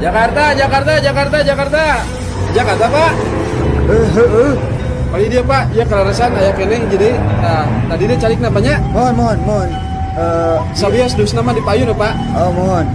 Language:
Sundanese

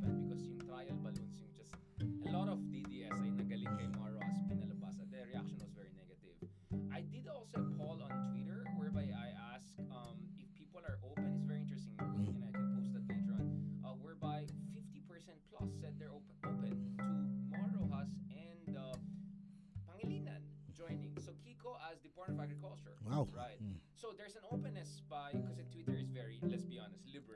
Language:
Filipino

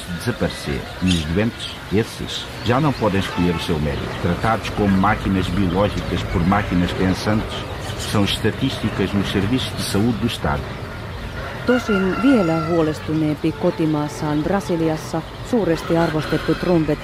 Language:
Finnish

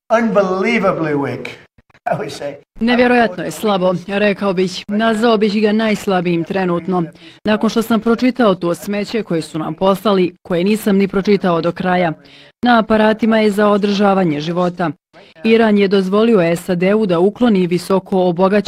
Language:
Bosnian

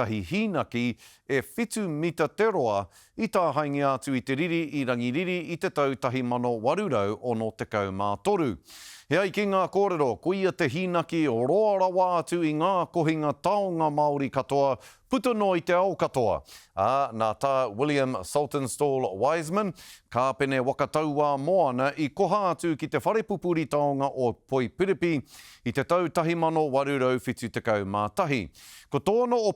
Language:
Māori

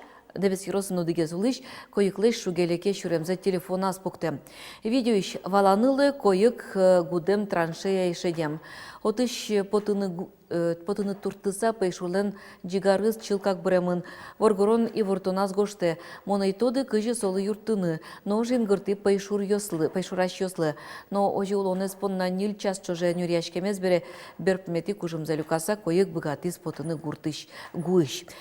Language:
Udmurt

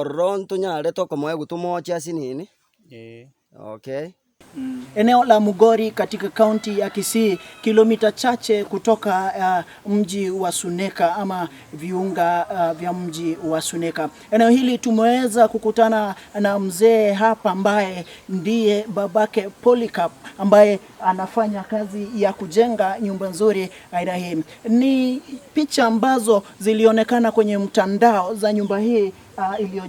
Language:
Gusii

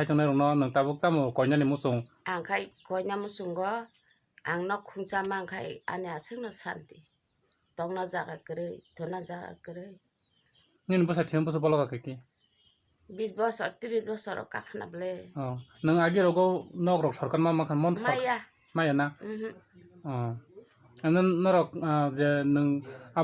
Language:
Kok Borok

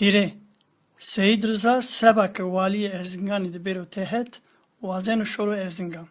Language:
Zaza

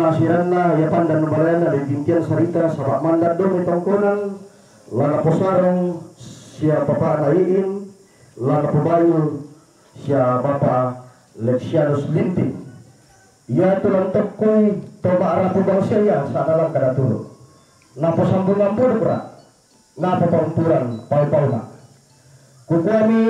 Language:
Toraja-Sa'dan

